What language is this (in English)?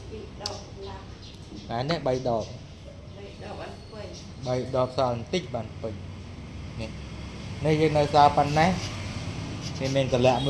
Khmer